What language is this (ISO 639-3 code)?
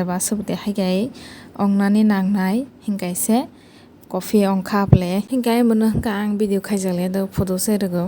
trp